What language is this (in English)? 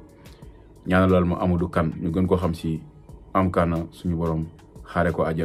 Wolof